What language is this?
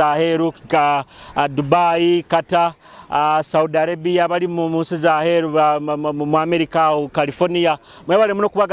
Nyoro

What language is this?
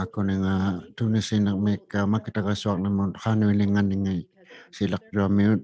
Inuktitut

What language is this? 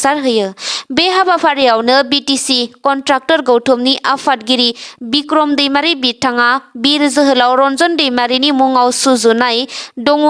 Bodo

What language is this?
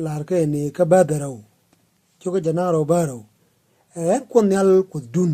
Nuer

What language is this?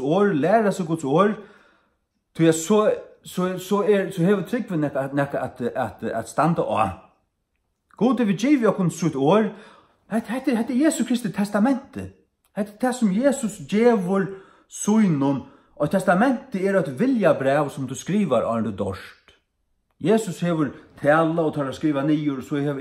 Faroese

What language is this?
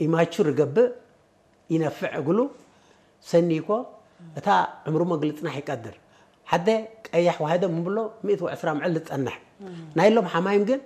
Tigre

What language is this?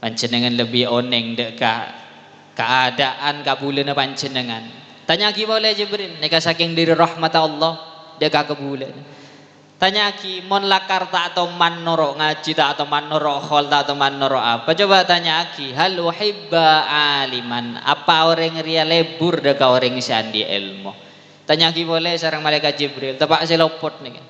Madurese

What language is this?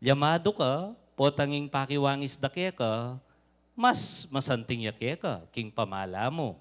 Pampanga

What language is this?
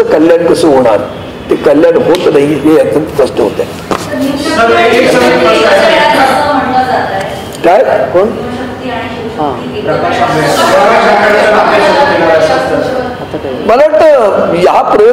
Marathi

